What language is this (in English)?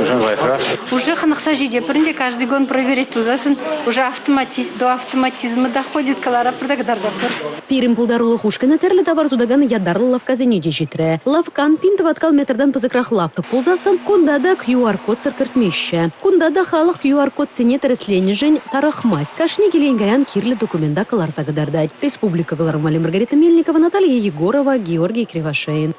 Chuvash